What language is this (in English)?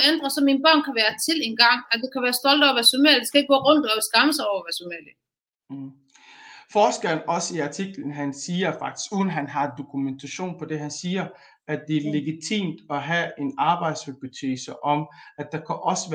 Danish